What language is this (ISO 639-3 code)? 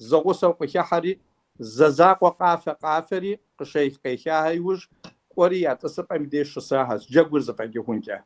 kbd